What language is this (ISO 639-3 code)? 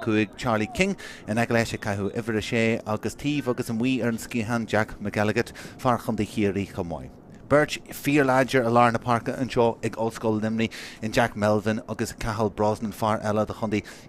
gle